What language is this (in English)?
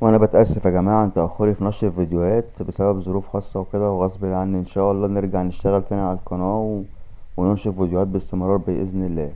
Egyptian Arabic